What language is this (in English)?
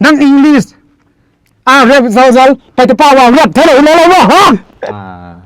Paite Chin